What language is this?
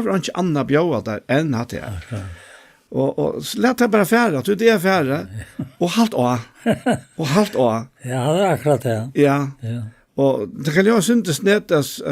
Faroese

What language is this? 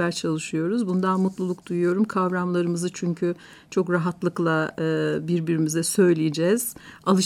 Turkish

